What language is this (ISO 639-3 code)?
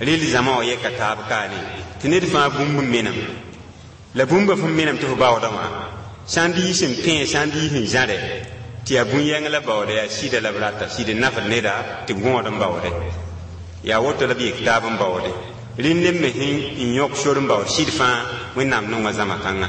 mos